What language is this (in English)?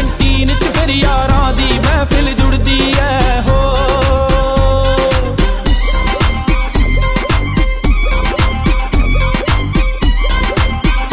Punjabi